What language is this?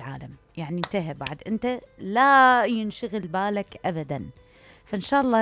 Mesopotamian Arabic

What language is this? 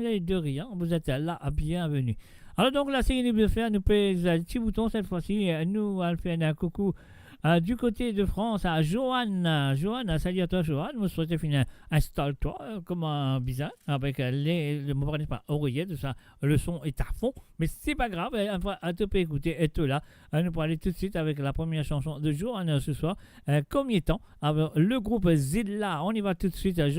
Morisyen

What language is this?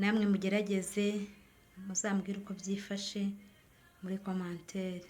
Kinyarwanda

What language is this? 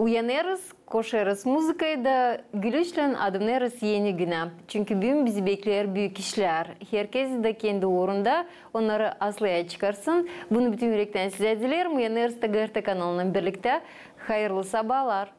Gagauz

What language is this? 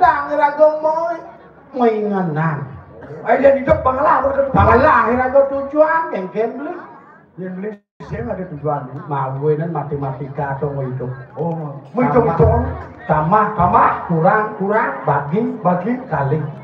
Balinese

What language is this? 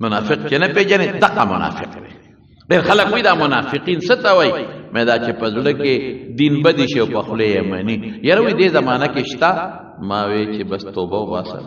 Pashto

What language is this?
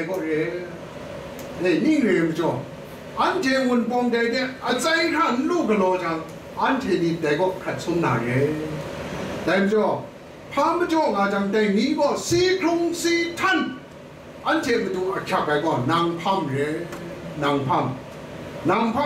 Kachin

